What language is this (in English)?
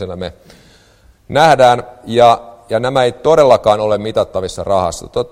Finnish